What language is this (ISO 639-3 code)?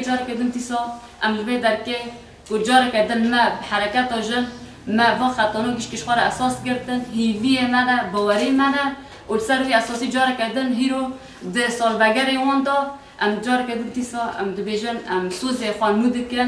kur